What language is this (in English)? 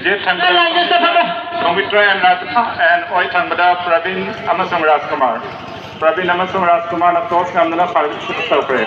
Manipuri